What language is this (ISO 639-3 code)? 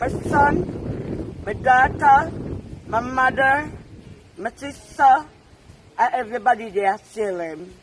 jam